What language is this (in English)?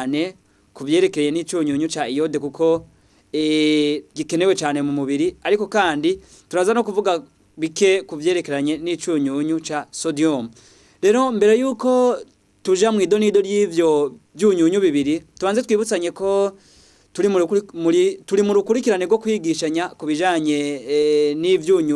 Rundi